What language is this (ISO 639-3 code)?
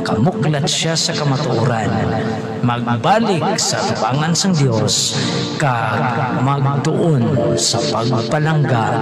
hil